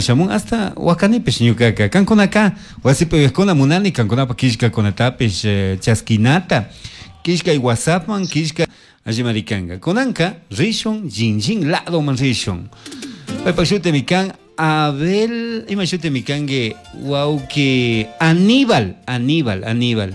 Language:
Chimborazo Highland Quichua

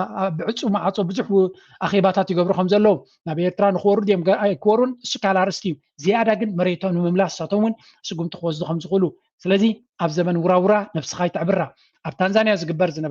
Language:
Tigrinya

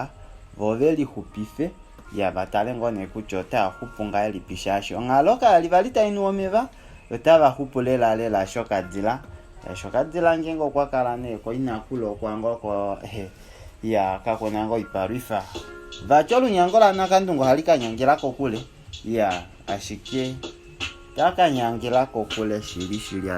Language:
Kuanyama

